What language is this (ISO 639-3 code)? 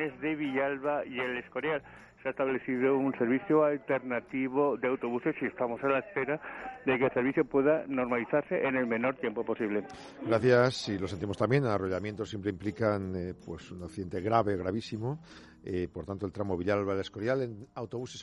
spa